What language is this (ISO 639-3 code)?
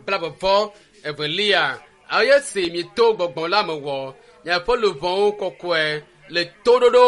ewe